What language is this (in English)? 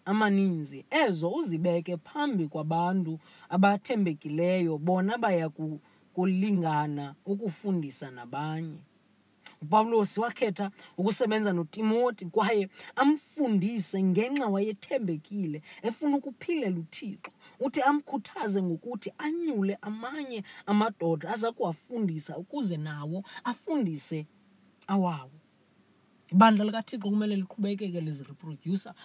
Xhosa